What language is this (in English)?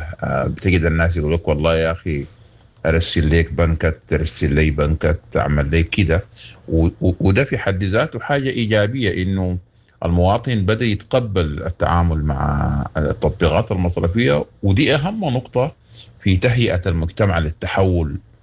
Sudanese Arabic